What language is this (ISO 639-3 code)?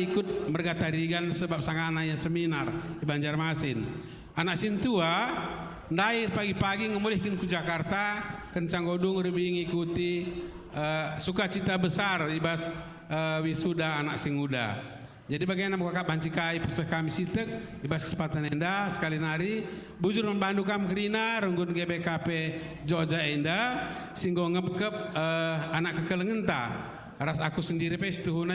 btx